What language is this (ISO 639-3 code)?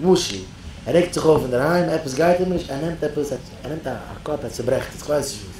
yid